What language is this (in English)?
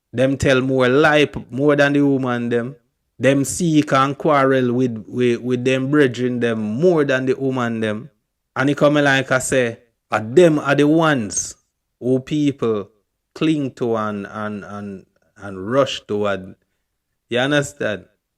Jamaican Creole English